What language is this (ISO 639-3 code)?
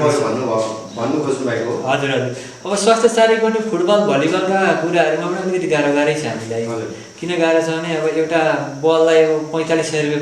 nep